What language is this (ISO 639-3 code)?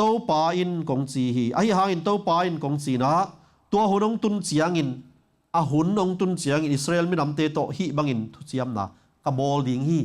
ctd